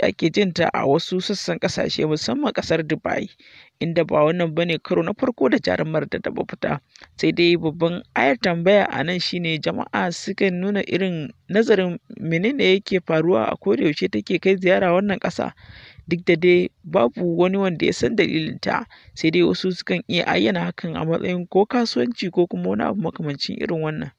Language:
Hausa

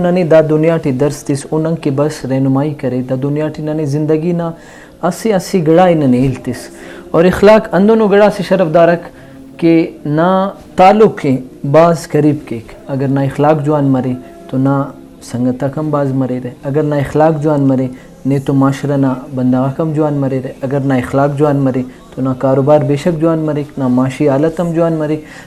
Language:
Brahui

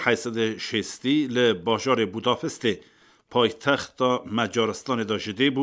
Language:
Kurdish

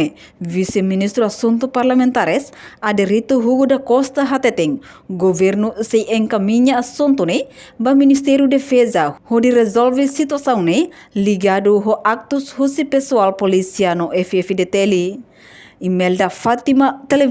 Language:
Tetum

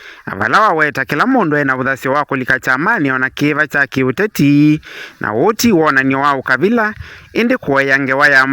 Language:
Kamba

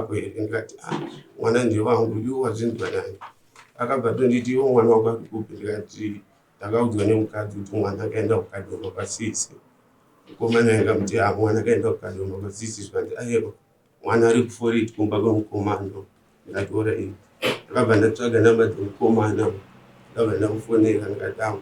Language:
Shona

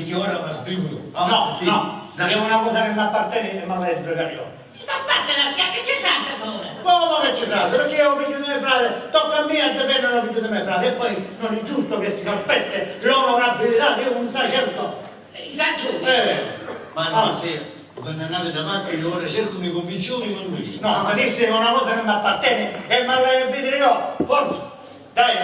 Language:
Sicilian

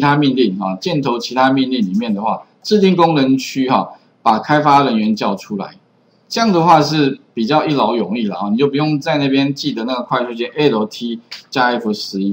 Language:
Chinese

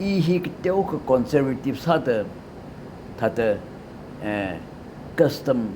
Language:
Tangkhul Naga (India)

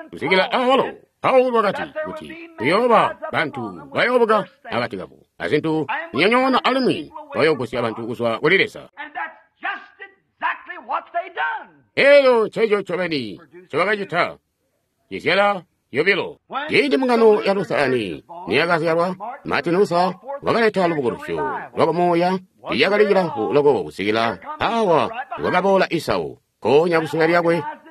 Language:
Tonga (Zambia)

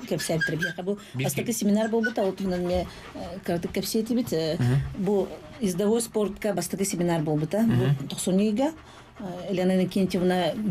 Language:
Yakut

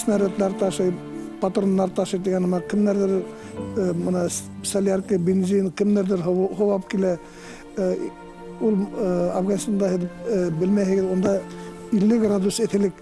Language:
Bashkir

